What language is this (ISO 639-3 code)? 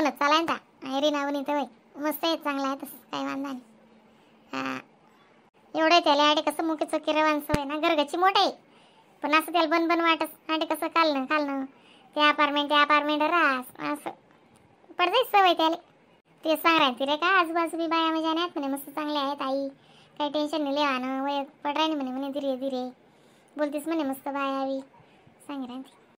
khn